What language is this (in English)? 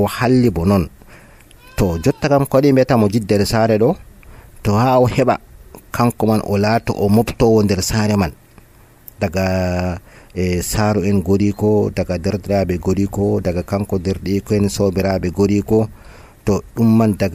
Nigerian Fulfulde